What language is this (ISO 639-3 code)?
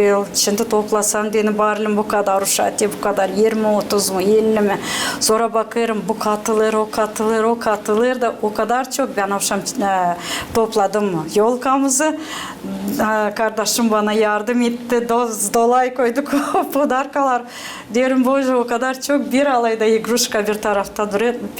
gag